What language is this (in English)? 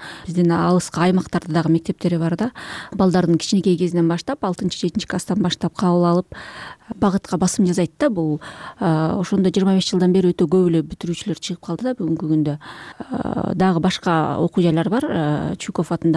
Kyrgyz